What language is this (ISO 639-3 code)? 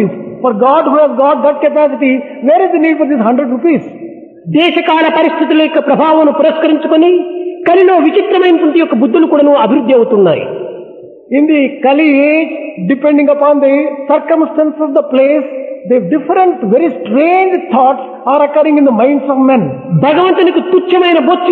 tel